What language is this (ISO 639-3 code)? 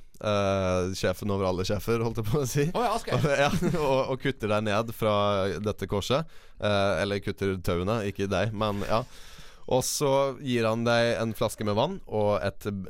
nor